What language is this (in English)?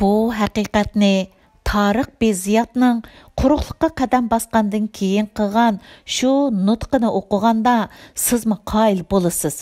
Uyghur